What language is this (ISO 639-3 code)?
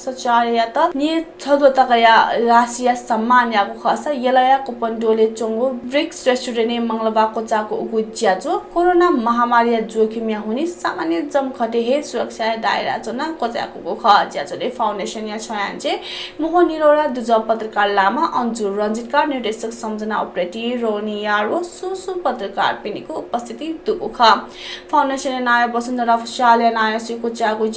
new